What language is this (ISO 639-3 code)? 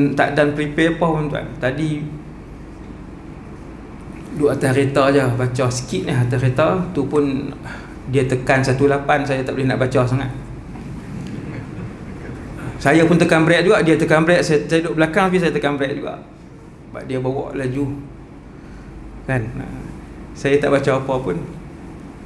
msa